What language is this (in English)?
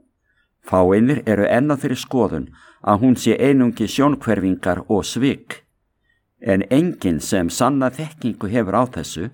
Icelandic